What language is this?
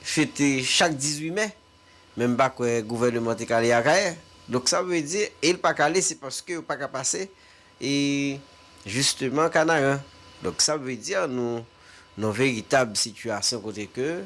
Haitian Creole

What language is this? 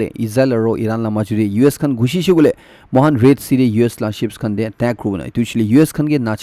Naga Pidgin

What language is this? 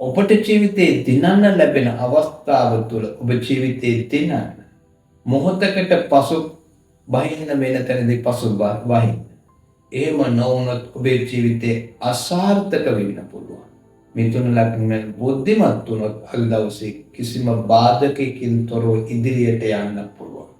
Sinhala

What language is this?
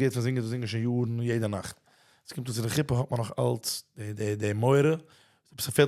Yiddish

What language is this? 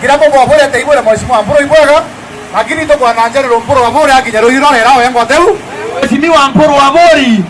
Meru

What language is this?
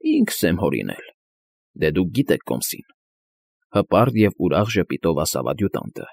Armenian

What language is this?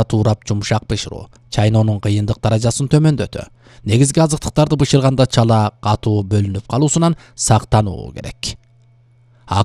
Kyrgyz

